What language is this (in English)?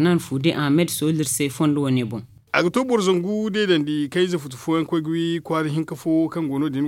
Zarma